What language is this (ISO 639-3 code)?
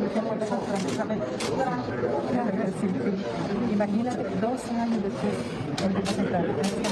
spa